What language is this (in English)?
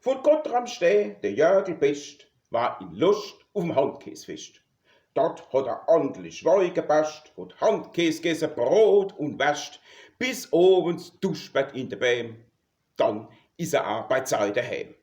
Palatine German